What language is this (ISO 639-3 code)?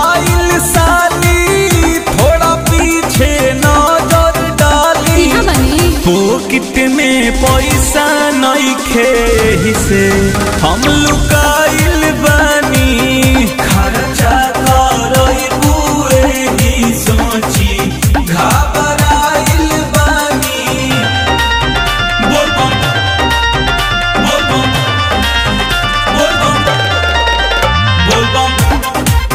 bho